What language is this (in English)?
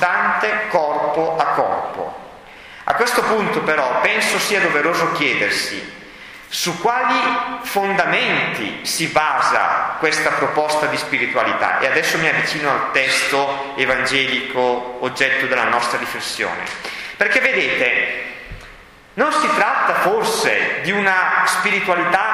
Italian